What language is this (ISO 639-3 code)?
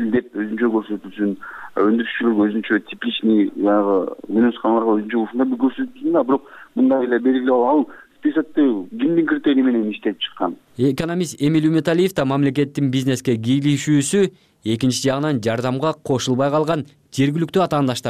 kir